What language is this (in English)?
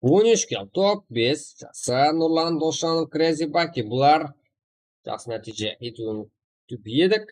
Kara-Kalpak